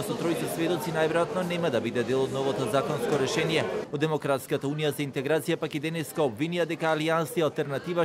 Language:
Macedonian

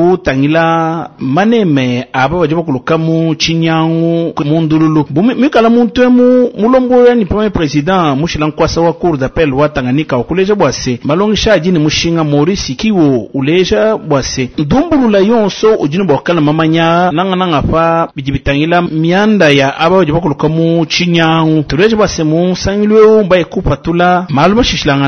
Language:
Luba-Lulua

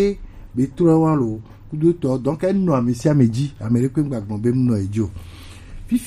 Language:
Gen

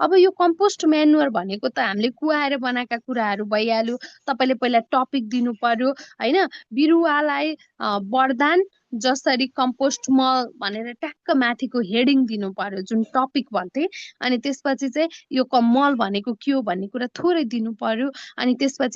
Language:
Nepali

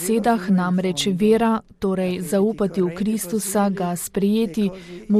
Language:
Slovenian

